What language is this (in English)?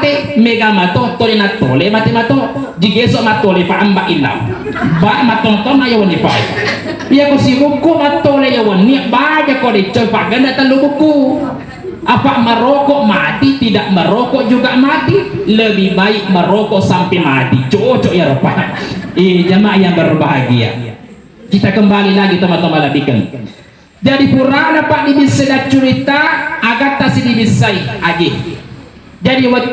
Buginese